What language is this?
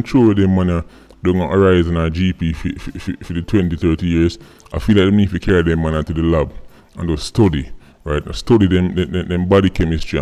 Jamaican Creole English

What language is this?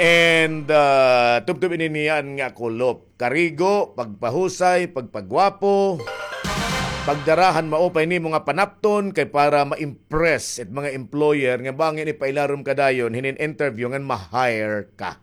Waray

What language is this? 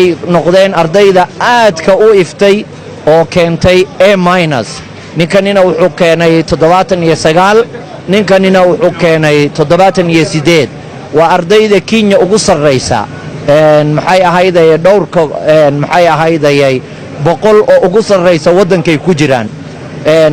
Somali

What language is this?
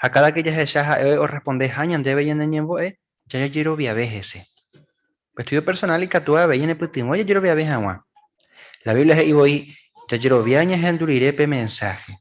Guarani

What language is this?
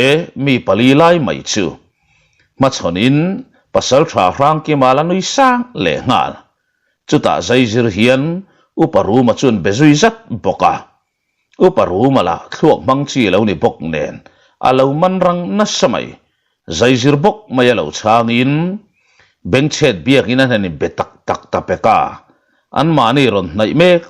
Mizo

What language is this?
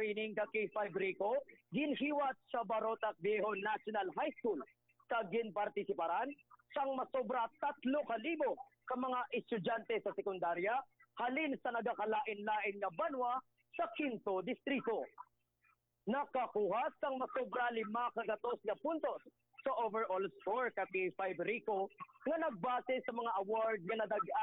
Hiligaynon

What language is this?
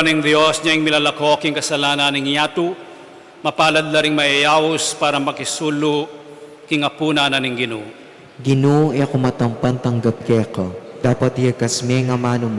Pampanga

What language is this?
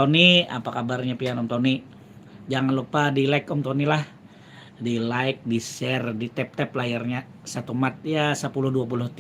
Banjar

